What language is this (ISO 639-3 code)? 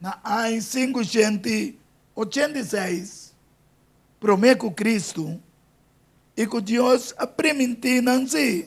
pap